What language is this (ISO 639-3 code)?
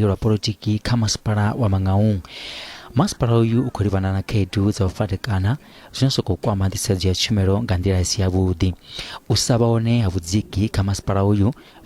ven